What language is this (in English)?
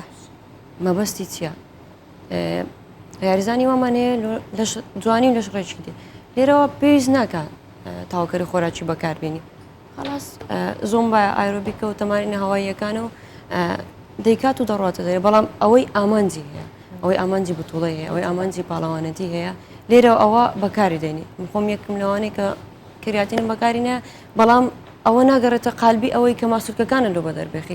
Central Kurdish